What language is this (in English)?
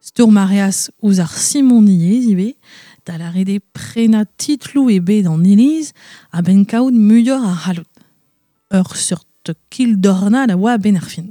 Breton